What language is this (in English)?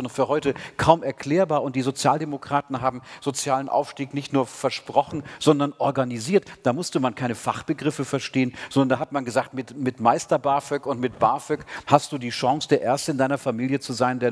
German